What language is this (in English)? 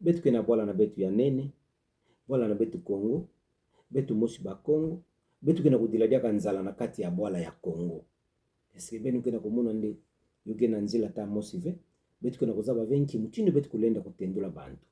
Kituba (Democratic Republic of Congo)